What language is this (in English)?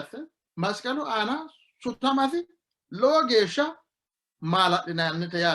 Sidamo